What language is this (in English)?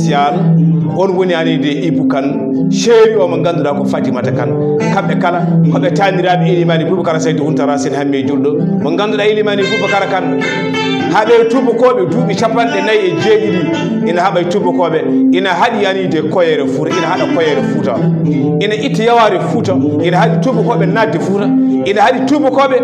Fula